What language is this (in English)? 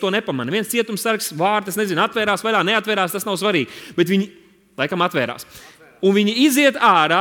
Latvian